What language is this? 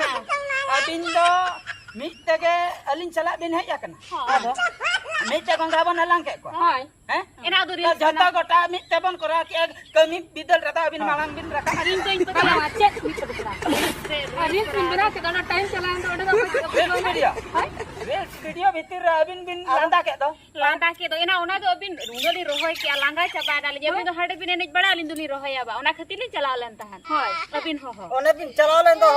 Santali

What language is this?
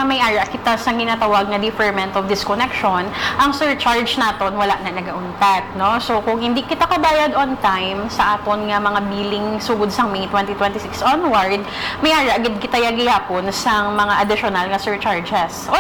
Hiligaynon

